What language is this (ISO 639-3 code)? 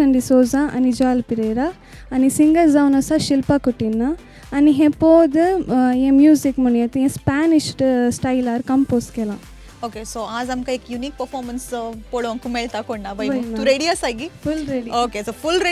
kok